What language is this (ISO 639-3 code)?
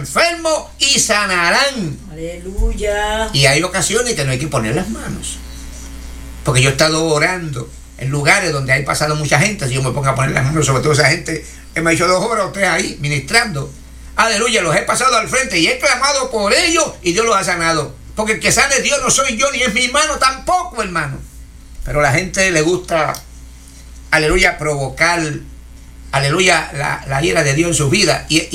spa